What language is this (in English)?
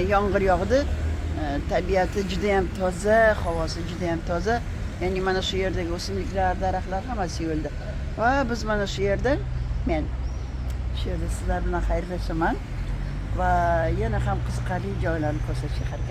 Uzbek